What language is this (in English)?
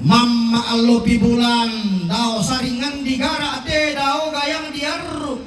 Toraja-Sa'dan